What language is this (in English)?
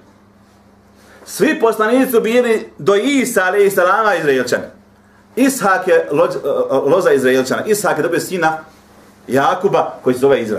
Bosnian